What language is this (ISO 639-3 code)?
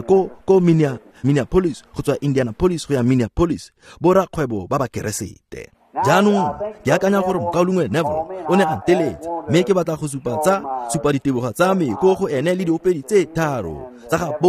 tsn